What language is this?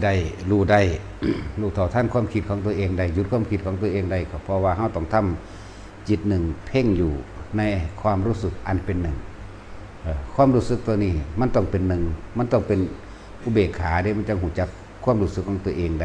Northeastern Thai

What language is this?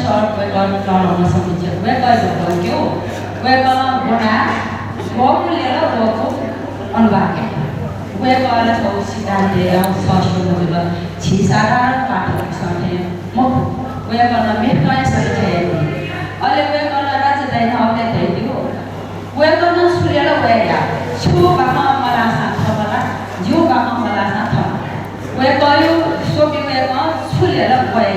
Newari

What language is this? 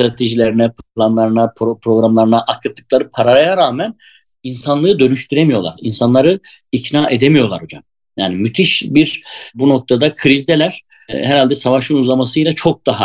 Turkish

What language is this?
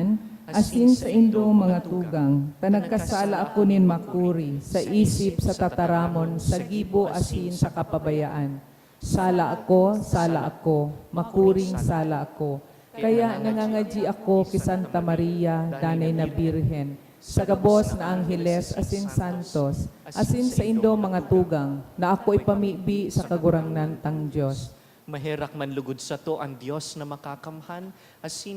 Bikol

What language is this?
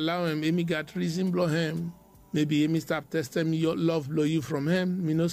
Bislama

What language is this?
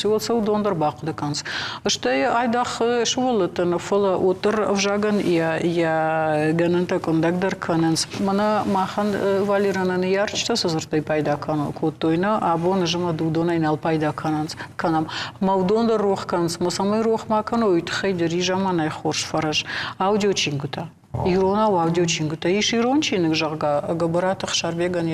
Ossetic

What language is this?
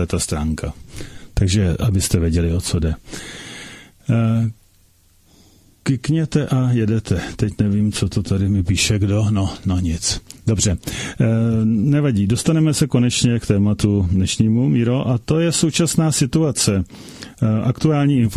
Czech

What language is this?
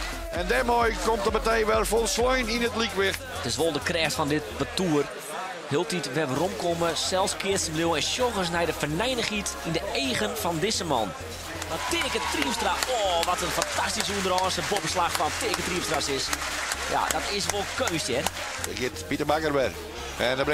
Western Frisian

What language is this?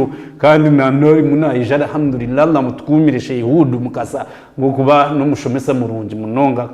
Nyankole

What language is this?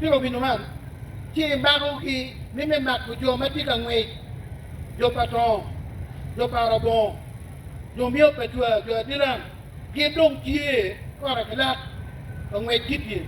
Acoli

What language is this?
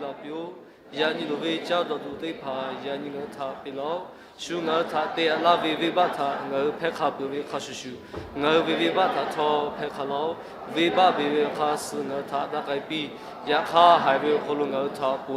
Lahu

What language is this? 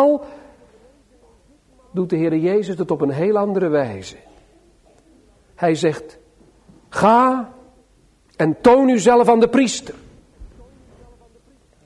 Dutch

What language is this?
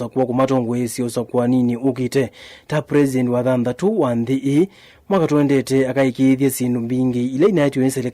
Kamba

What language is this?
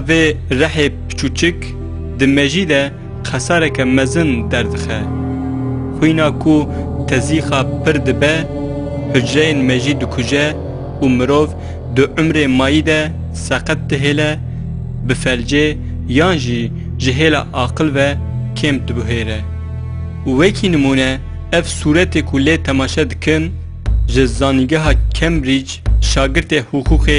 Kurdish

